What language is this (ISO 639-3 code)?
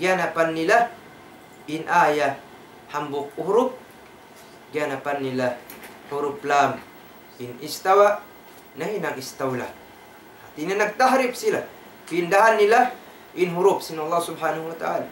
tsg